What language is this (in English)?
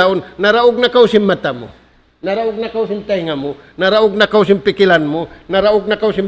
Tausug